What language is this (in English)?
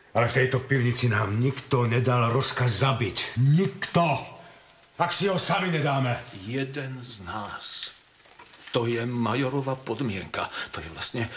Slovak